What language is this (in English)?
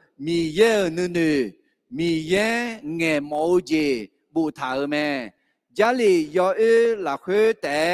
Akha